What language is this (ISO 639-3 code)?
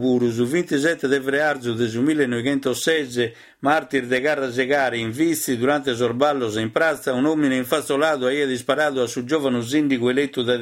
srd